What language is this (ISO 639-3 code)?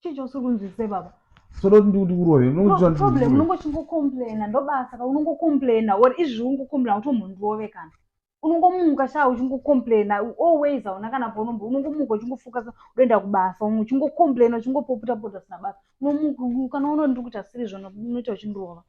sna